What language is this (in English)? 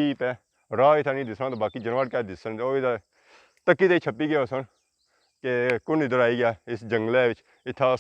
Pahari-Potwari